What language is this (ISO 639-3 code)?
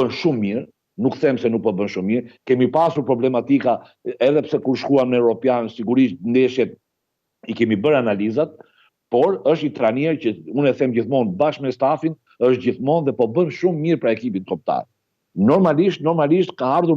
sqi